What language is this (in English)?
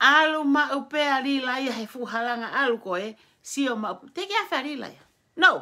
Tongan